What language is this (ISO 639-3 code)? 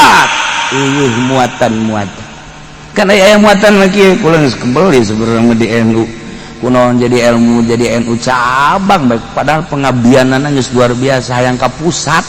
sun